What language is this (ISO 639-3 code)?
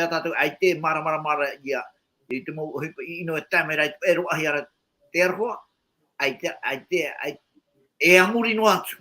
tah